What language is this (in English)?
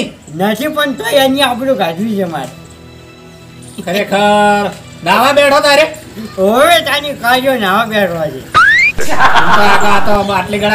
Gujarati